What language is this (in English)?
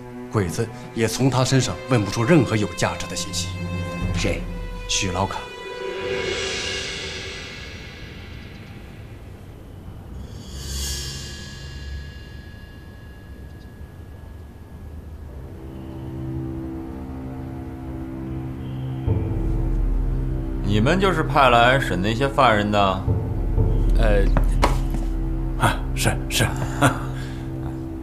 Chinese